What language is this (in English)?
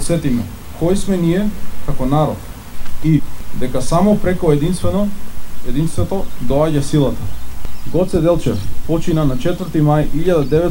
Macedonian